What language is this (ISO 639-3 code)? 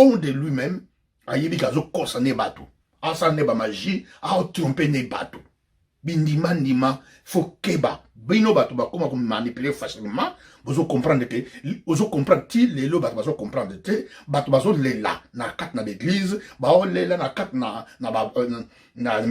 lin